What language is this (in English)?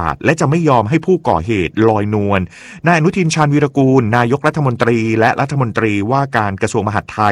Thai